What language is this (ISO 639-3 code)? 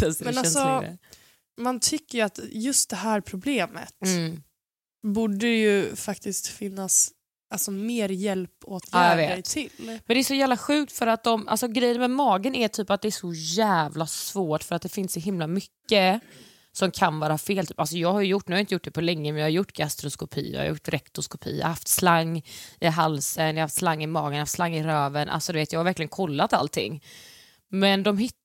swe